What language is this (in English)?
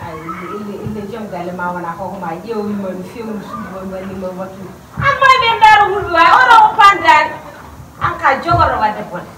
Fula